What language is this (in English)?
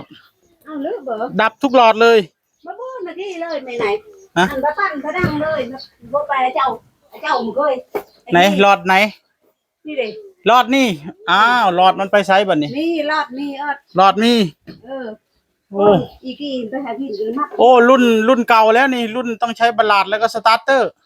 Northeastern Thai